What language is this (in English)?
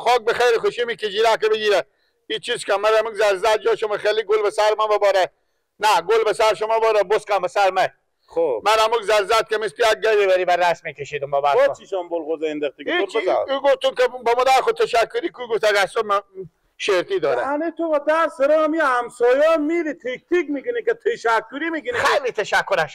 Persian